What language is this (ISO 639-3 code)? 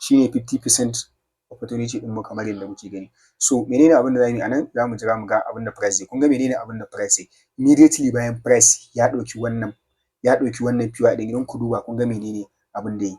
hau